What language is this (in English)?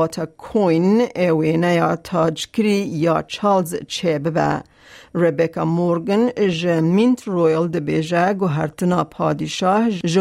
Kurdish